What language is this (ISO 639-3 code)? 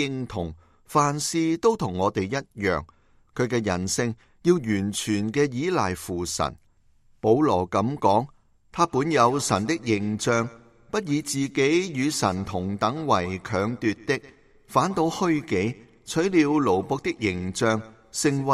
yue